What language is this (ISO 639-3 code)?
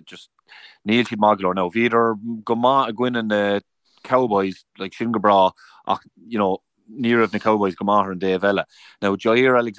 gle